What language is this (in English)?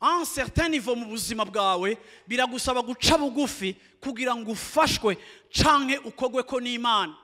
Rundi